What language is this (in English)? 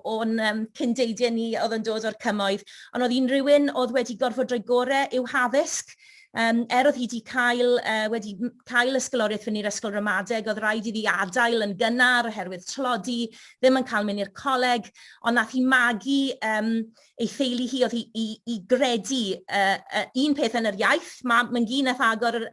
Welsh